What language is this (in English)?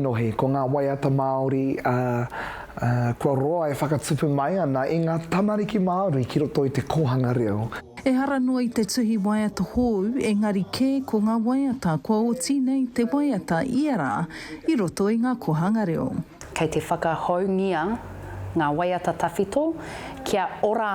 Māori